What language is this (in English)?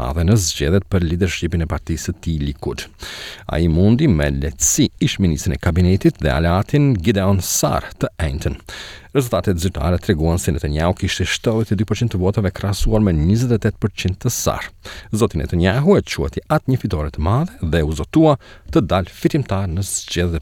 Albanian